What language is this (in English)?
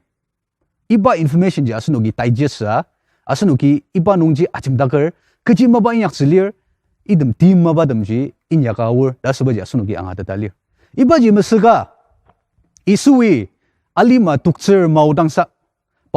Ao Naga